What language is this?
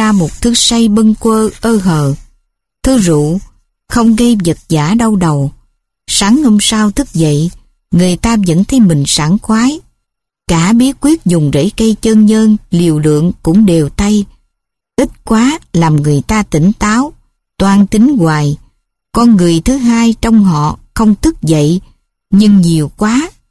Vietnamese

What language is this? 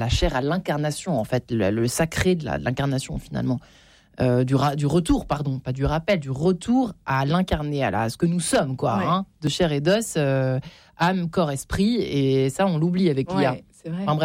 French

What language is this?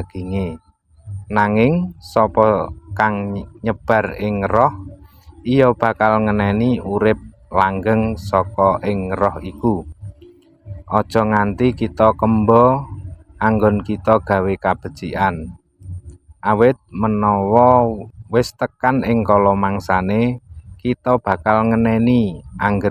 Javanese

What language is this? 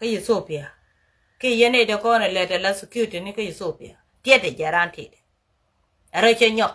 Nuer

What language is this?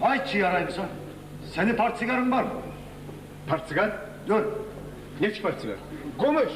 Kumyk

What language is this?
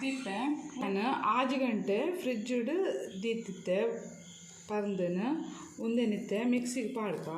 Tulu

